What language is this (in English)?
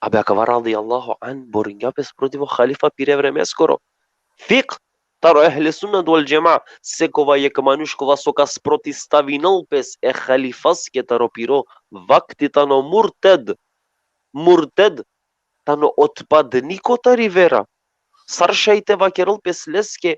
Balkan Romani